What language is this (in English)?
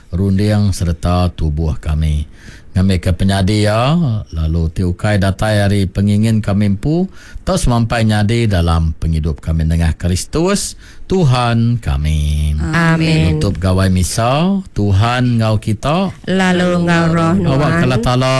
Iban